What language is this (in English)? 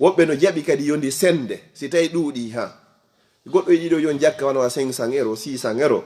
Fula